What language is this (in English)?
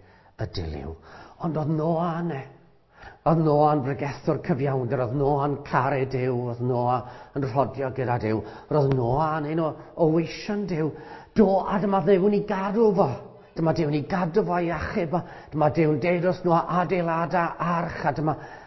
Welsh